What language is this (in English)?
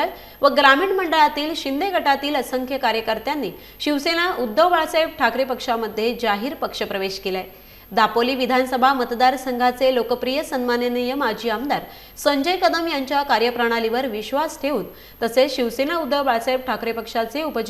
Marathi